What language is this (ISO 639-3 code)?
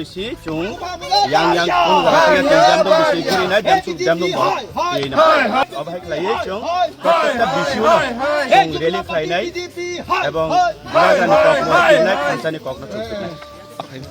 trp